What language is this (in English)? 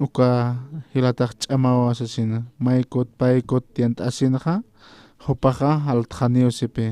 Aymara